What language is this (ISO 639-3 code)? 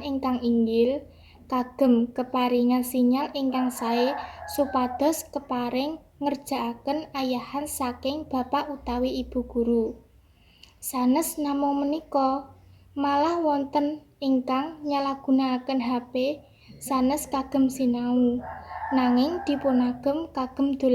jav